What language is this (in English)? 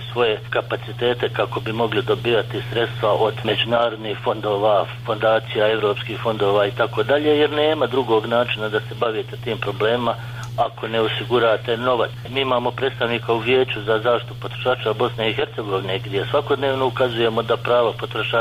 Bosnian